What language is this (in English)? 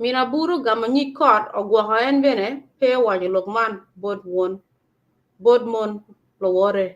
Acoli